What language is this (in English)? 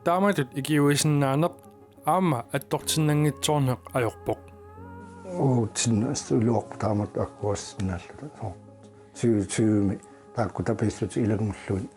Kalaallisut